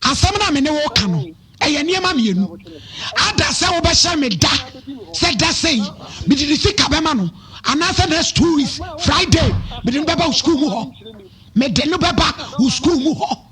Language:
Akan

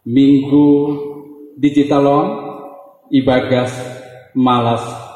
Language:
Batak Simalungun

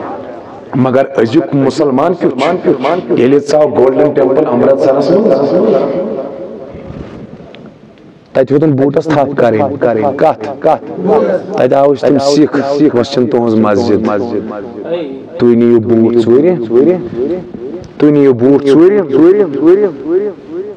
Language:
Kashmiri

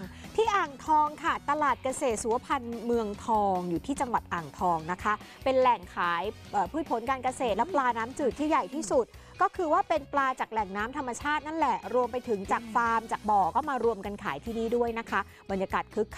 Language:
Thai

